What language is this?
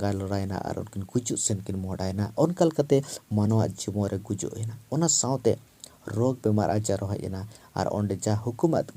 Santali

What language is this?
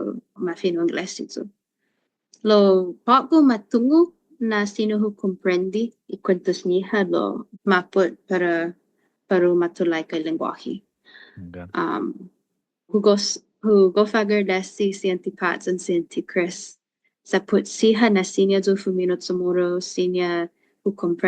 Chamorro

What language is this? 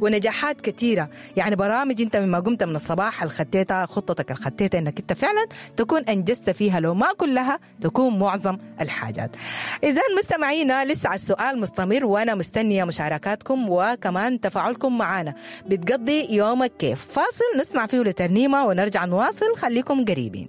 Sudanese Arabic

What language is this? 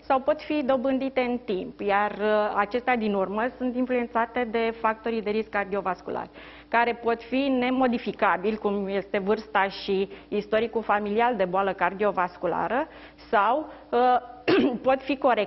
Romanian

